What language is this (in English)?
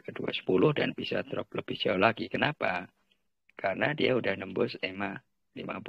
Indonesian